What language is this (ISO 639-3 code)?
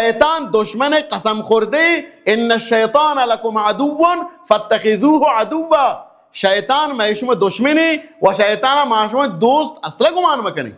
bal